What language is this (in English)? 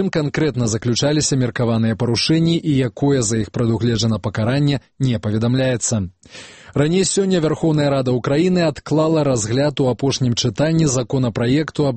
Belarusian